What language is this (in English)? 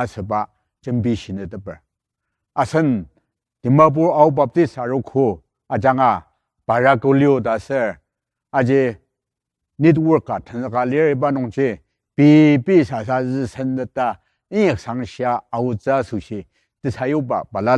Ao Naga